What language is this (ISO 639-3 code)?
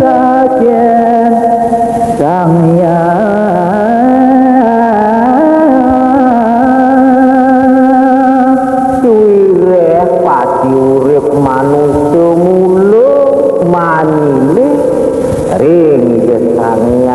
ban